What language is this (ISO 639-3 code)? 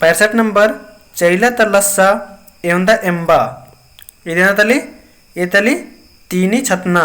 kru